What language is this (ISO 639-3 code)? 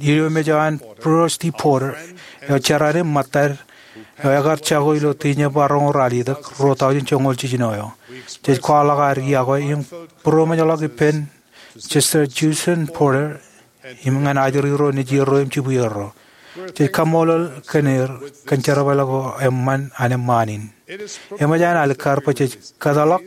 mah